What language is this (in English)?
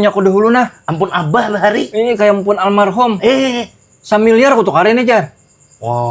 Banjar